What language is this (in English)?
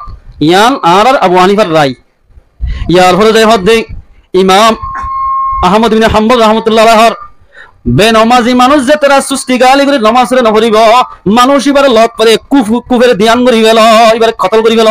Rohingya